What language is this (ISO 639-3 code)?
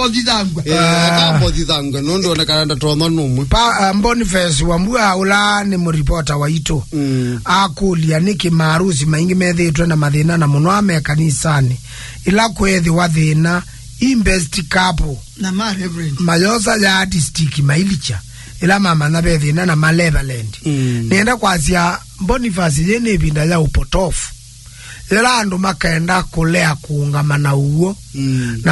kam